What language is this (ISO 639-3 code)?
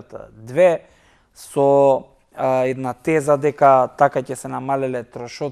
mkd